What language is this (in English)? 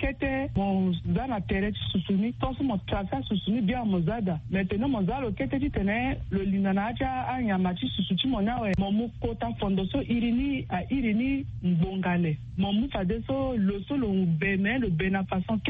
Sango